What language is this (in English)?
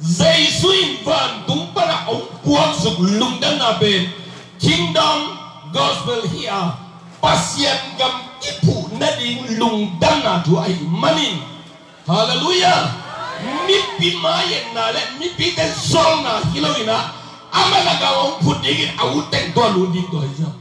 Tedim Chin